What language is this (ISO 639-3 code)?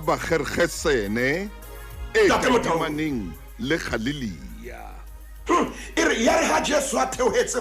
sot